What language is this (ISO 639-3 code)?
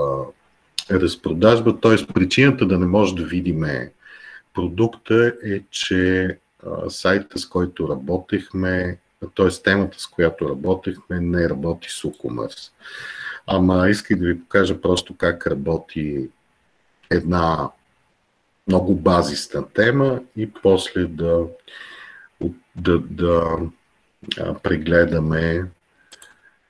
bul